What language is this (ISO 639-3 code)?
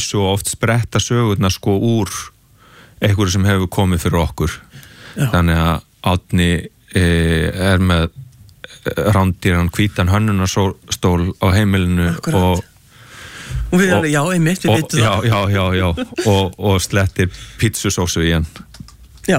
isl